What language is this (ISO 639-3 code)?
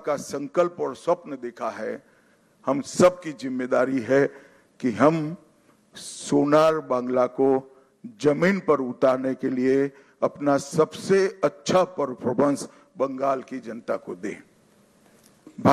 hin